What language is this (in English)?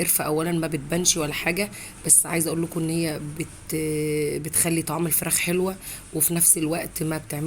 Egyptian Arabic